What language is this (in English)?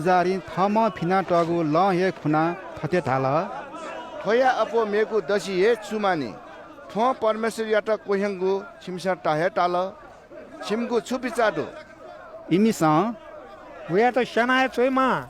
Newari